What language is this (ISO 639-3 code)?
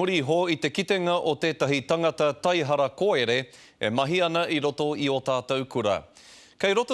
mri